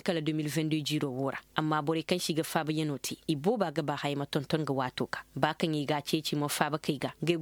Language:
Koyraboro Senni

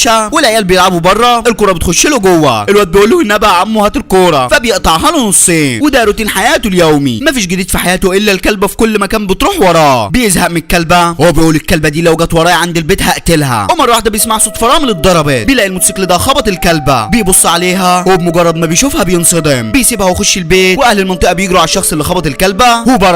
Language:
Egyptian Arabic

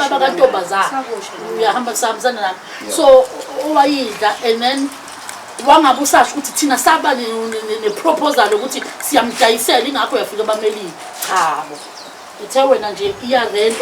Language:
Zulu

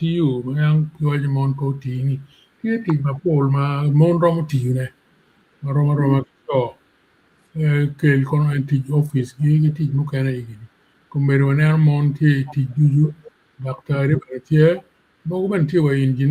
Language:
Acoli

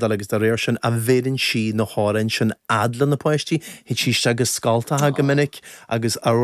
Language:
Irish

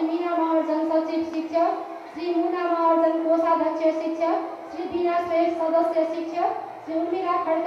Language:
Nepali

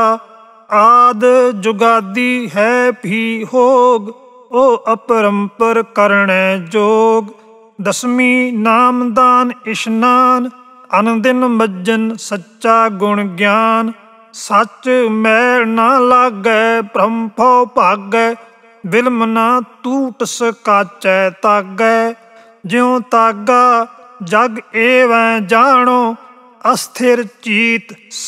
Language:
Punjabi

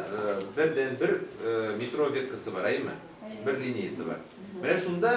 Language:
Tatar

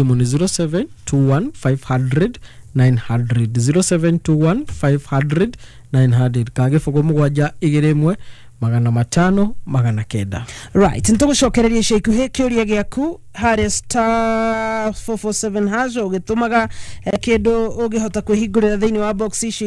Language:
Kikuyu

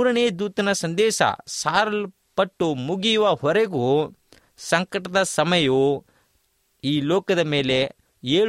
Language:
Kannada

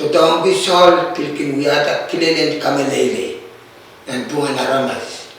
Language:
Pohnpeian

